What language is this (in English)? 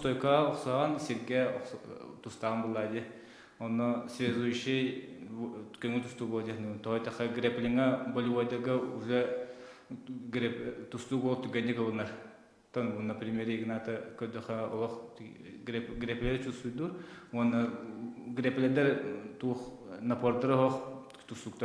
Yakut